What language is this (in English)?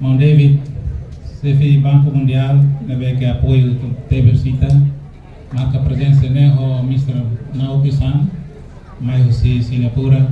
Tetum